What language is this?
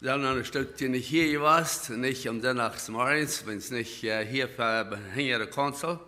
Plautdietsch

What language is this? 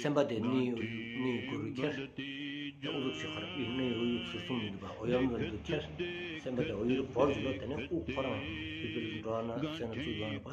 Stod Bhoti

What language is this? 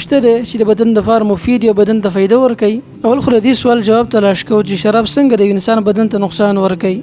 Pashto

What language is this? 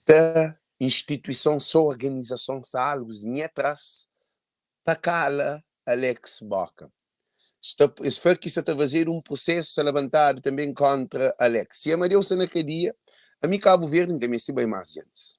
Kabuverdianu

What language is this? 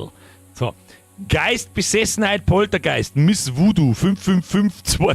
Bavarian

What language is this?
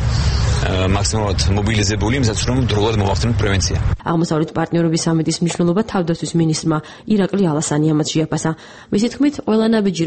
Georgian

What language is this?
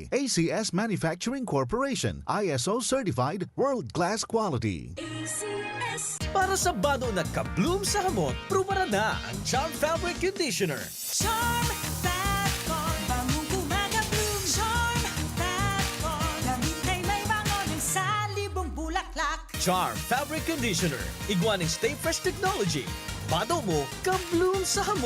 Bikol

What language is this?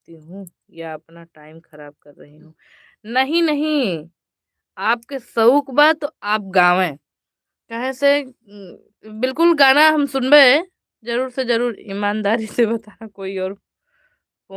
Awadhi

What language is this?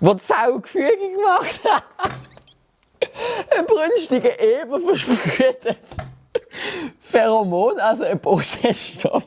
Swiss German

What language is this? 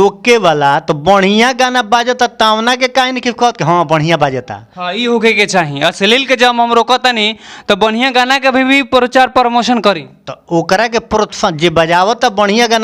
Bhojpuri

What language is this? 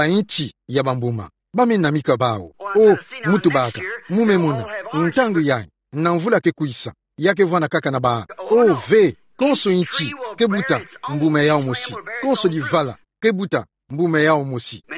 Kituba (Democratic Republic of Congo)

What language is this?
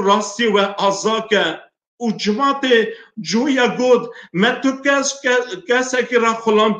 Kurdish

